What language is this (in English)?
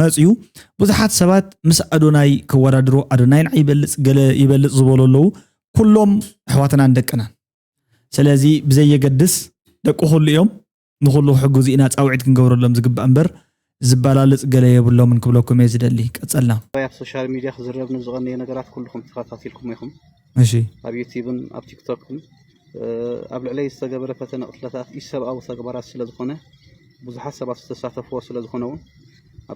Tigrinya